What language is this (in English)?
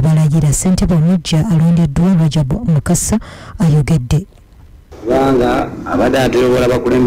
Ganda